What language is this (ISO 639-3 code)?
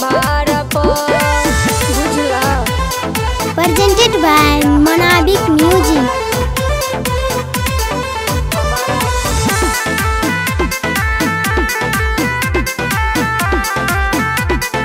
bho